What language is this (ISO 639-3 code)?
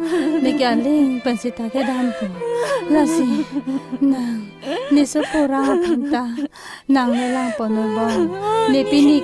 mjw